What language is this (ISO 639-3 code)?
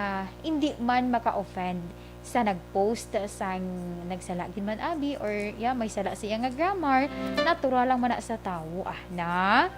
hil